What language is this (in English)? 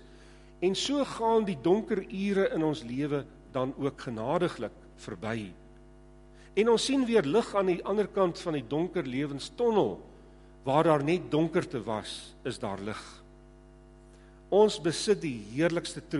Afrikaans